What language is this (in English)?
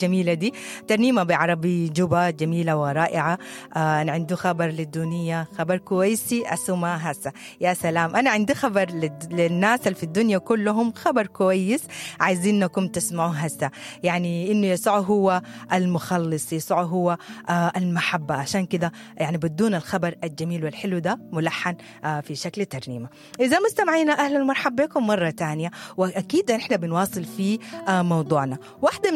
Sudanese Arabic